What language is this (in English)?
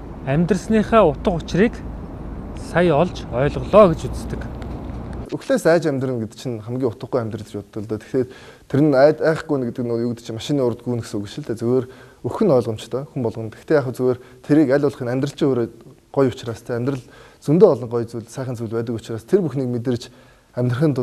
Mongolian